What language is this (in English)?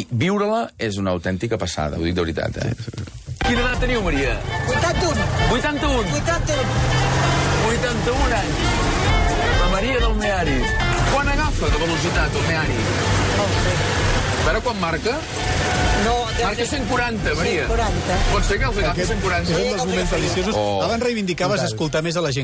Catalan